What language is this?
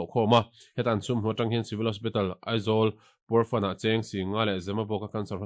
Mizo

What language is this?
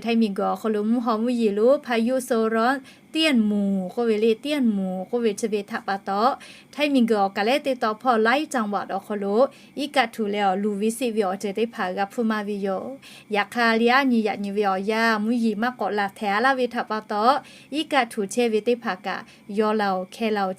Lahu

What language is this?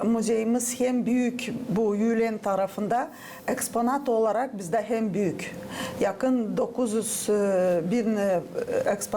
Gagauz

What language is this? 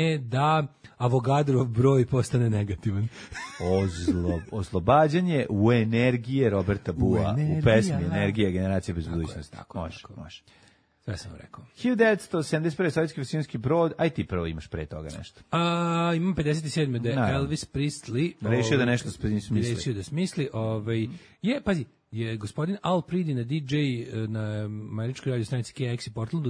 Serbian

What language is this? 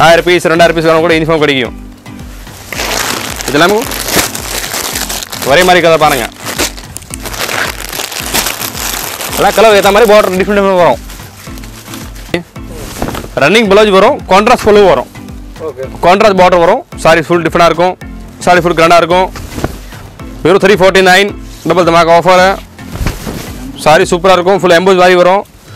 Tamil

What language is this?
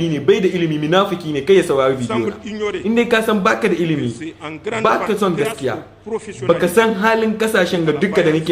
Hausa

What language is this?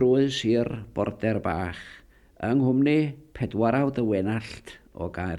Welsh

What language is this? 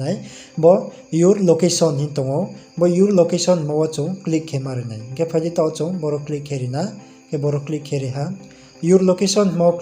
Riang (India)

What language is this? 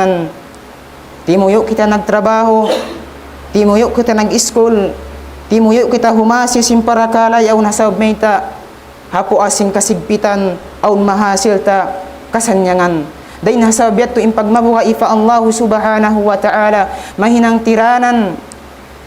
Tausug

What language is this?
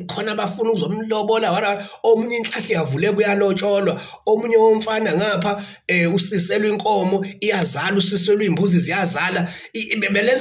Zulu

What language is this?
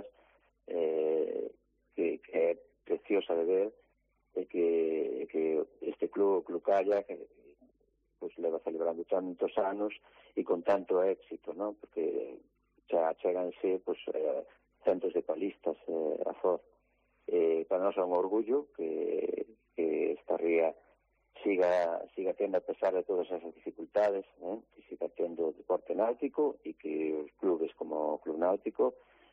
Galician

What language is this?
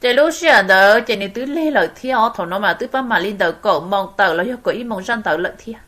Hmong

